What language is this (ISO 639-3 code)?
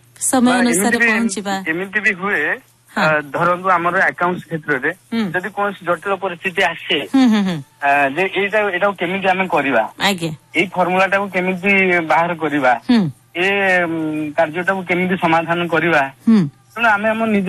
ori